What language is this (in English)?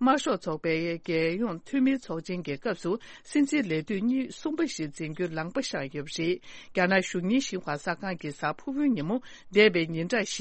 Tibetan